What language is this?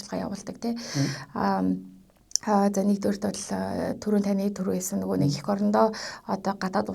Mongolian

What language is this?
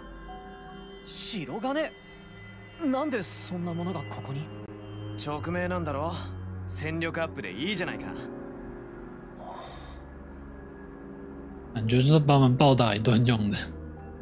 Japanese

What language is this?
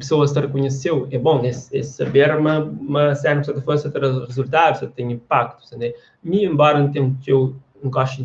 Kabuverdianu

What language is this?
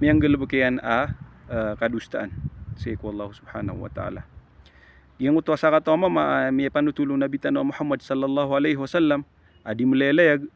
Maranao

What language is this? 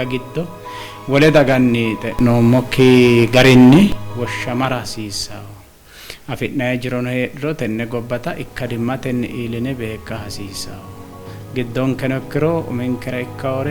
Sidamo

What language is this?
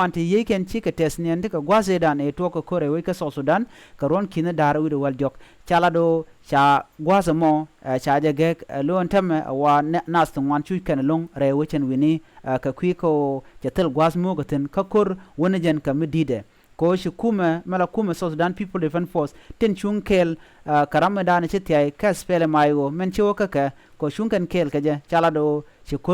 Nuer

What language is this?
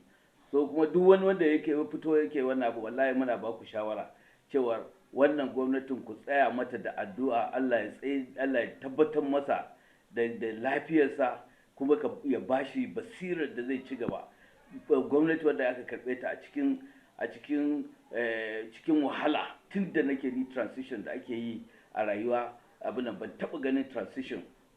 Hausa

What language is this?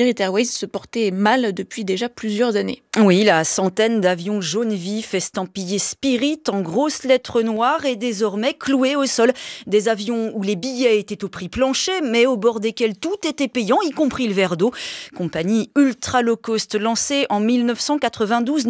French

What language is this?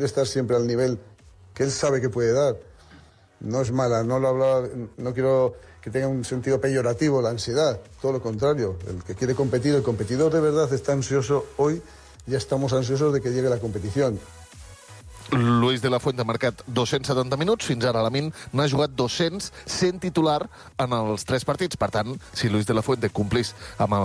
Catalan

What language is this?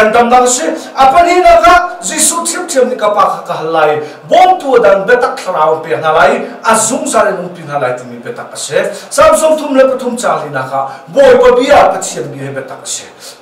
Hakha Chin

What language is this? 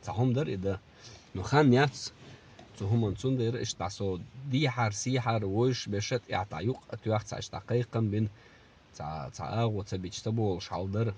Chechen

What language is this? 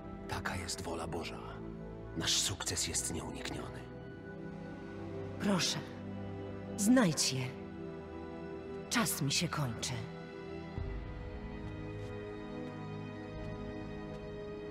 Polish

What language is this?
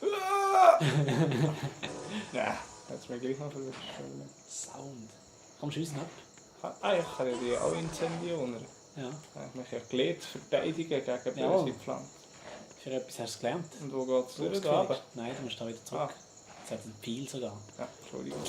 Swiss German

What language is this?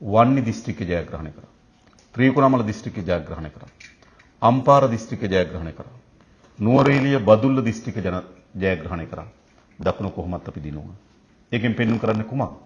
Sinhala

